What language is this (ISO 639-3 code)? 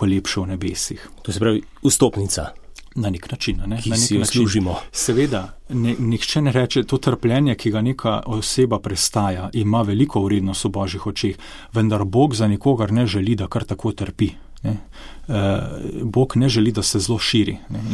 slv